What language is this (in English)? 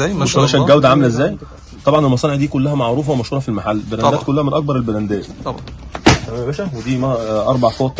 Egyptian Arabic